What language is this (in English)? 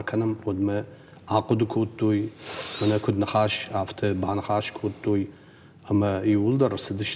Ossetic